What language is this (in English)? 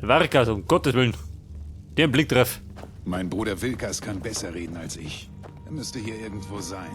Bavarian